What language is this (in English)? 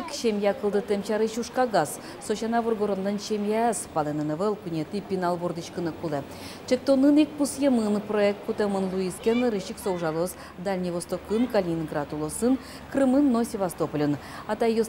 Udmurt